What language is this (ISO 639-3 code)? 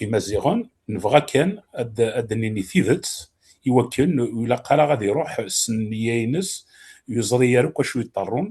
kab